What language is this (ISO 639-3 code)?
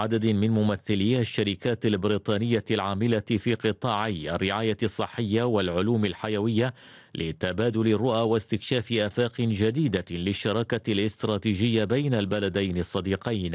ara